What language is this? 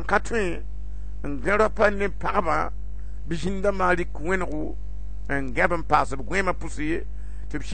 Mossi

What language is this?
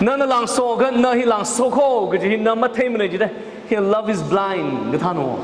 Tangkhul Naga (India)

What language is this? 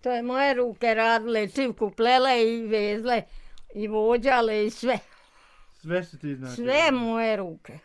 Bosnian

